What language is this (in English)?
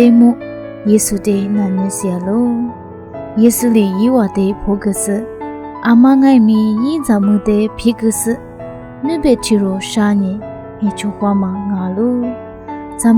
Lisu